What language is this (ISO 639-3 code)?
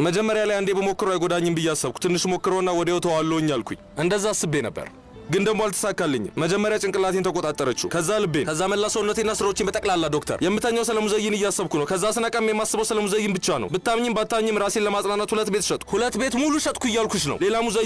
amh